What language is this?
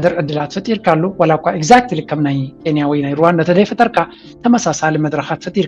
Tigrinya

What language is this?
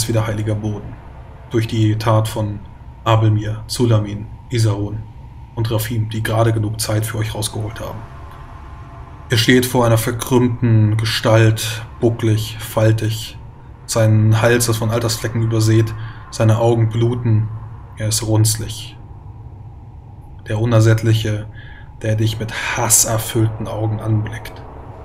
German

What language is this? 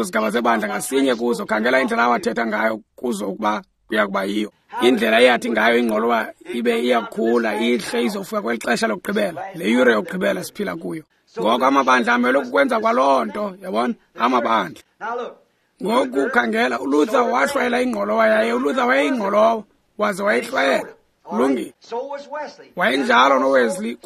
Xhosa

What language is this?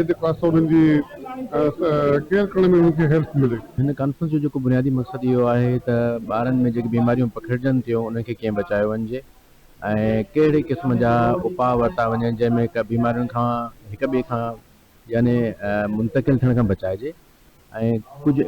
Sindhi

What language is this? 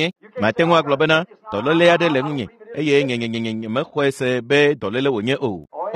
Ewe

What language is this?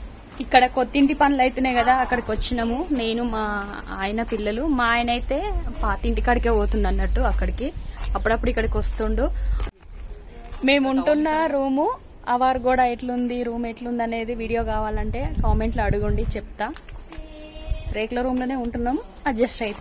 Telugu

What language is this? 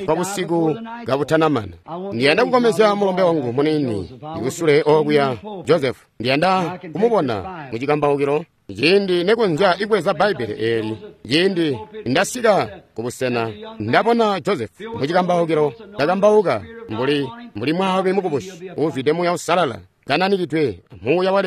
Tonga (Zambia)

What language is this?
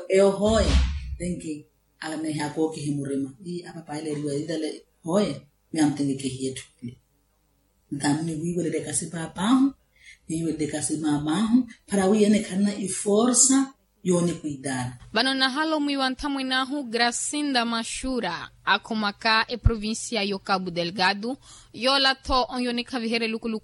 Makhuwa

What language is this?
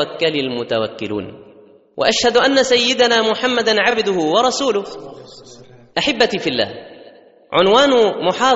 Egyptian Arabic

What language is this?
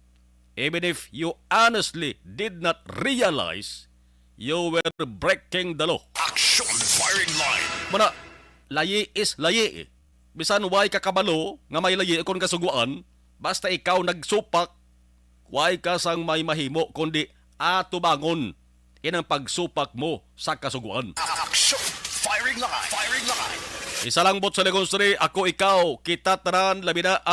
Hiligaynon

